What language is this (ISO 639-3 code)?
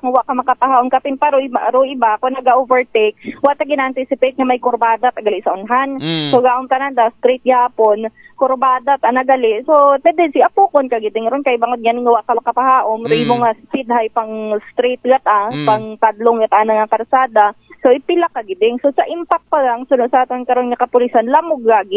akl